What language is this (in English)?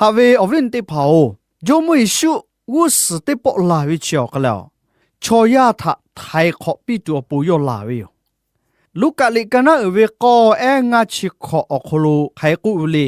Lahu